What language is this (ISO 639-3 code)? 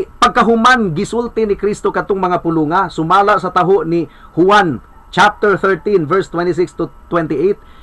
ceb